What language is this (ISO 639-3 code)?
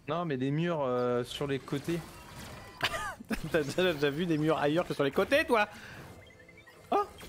fra